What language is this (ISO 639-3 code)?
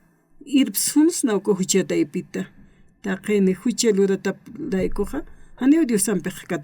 aym